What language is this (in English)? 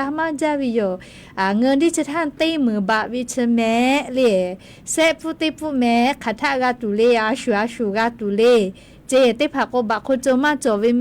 Lahu